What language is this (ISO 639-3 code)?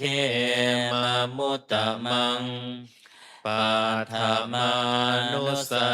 pli